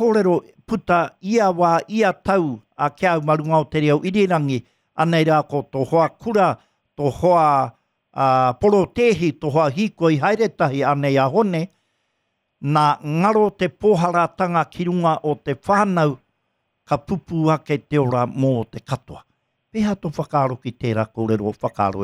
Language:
Māori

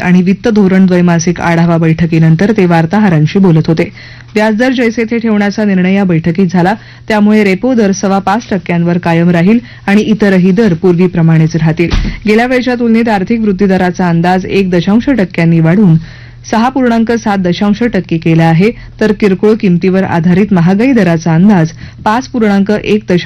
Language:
Marathi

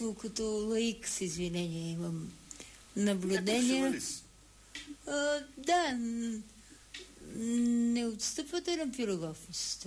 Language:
Bulgarian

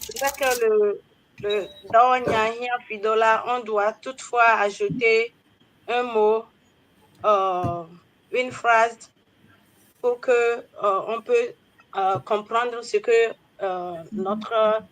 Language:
Ewe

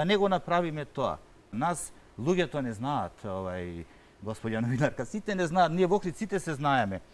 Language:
Macedonian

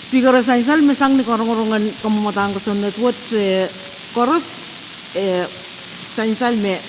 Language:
Pohnpeian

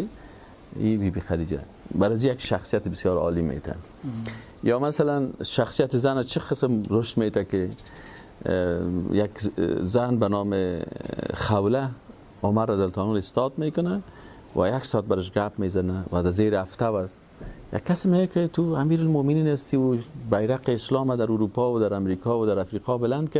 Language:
Persian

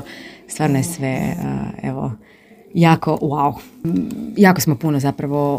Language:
Croatian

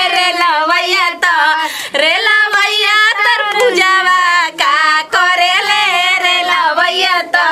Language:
Bhojpuri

